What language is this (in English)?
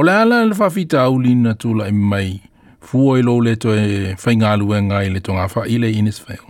Samoan